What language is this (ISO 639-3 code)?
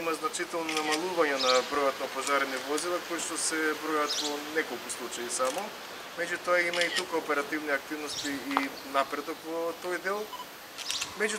mkd